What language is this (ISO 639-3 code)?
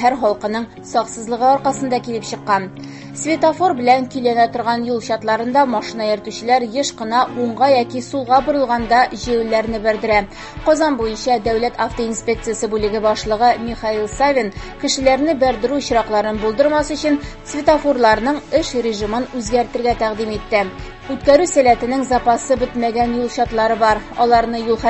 tat